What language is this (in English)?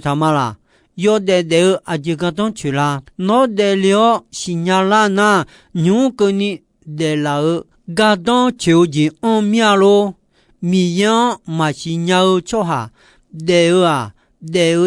Akha